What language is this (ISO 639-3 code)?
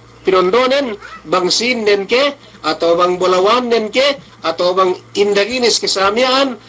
yka